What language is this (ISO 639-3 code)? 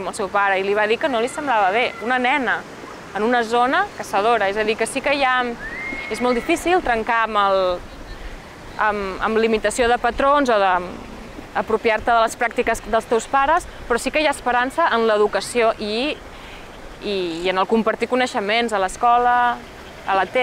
cat